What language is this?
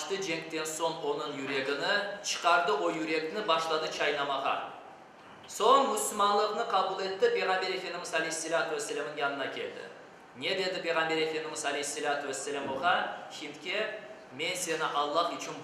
Crimean Tatar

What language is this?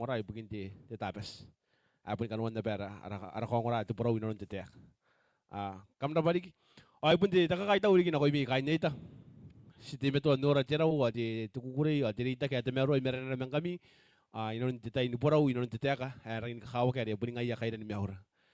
Gilbertese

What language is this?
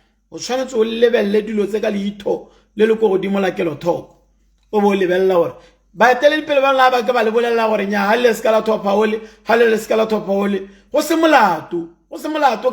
Tswana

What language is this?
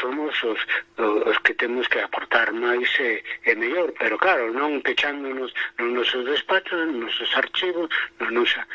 Galician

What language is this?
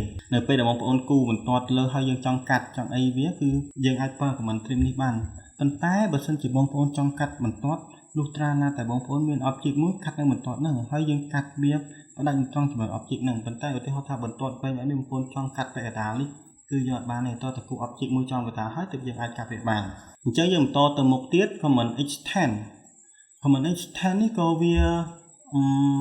Khmer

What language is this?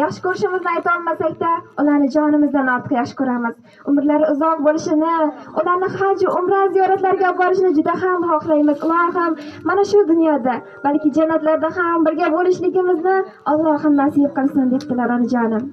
Uzbek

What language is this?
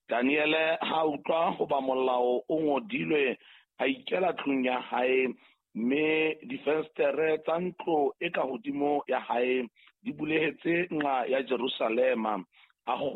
Southern Sotho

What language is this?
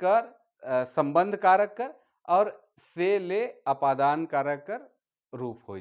Sadri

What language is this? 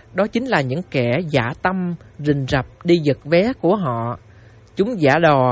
Vietnamese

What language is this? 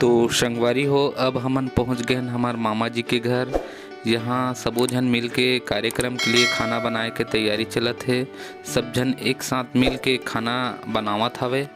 Chhattisgarhi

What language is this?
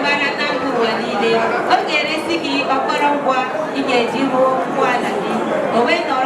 Igbo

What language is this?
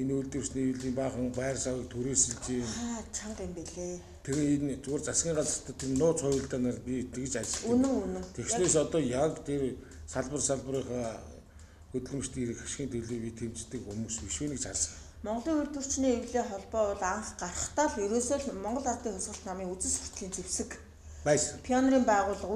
Mongolian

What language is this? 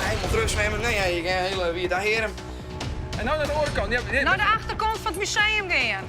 Western Frisian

